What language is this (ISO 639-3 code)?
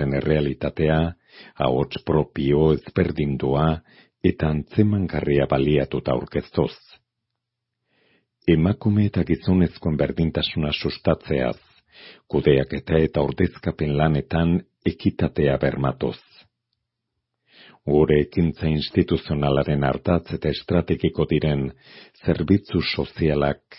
eus